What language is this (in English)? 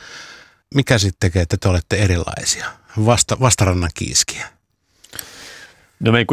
Finnish